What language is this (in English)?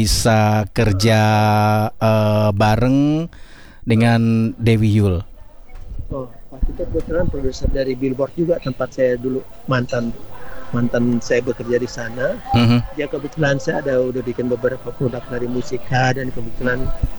Indonesian